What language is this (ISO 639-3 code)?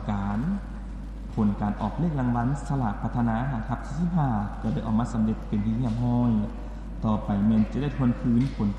lao